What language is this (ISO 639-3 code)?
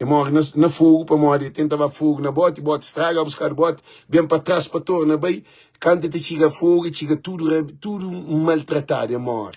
kea